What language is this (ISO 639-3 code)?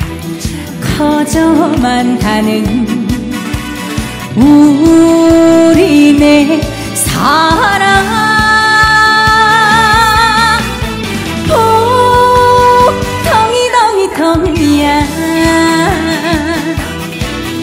kor